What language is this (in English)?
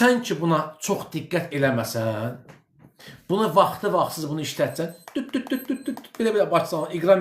Azerbaijani